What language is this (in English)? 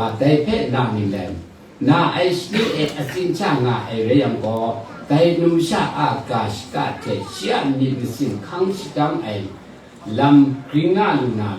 Kachin